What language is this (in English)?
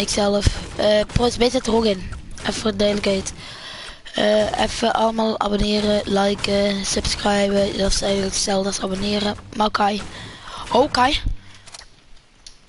Dutch